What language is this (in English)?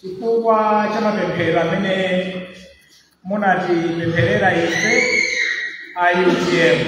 Nyanja